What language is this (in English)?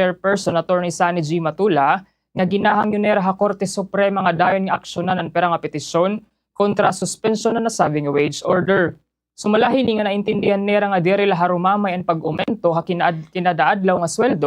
Waray